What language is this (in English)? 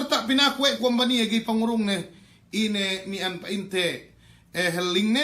Yakan